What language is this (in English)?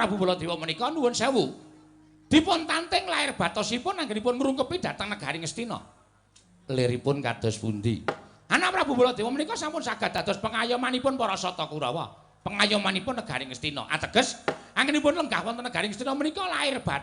Javanese